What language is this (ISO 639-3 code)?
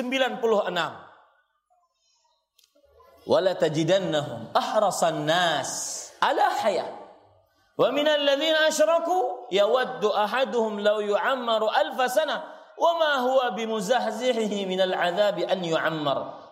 ind